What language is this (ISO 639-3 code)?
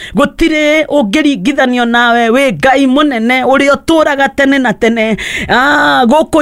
kik